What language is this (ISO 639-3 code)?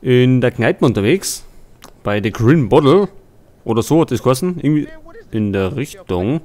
bar